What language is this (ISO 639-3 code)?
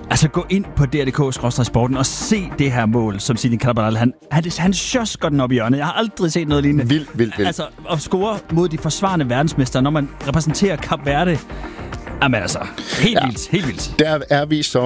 dan